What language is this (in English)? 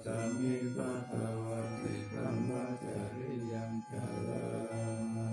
Pali